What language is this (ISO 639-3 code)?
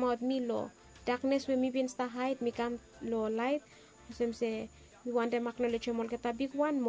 bis